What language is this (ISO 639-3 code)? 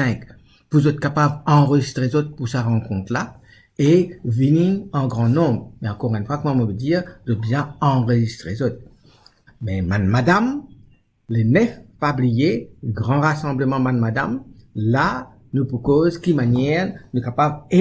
mfe